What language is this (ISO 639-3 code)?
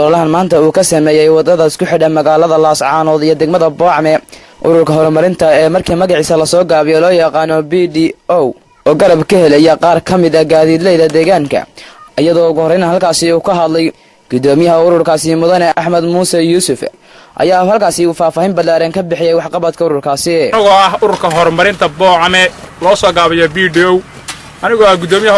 som